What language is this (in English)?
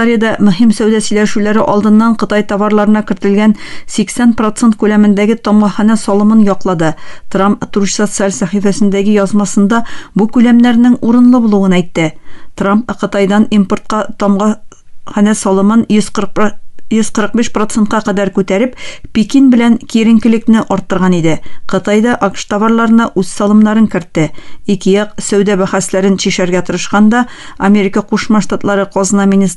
Tatar